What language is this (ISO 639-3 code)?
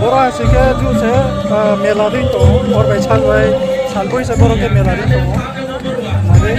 ria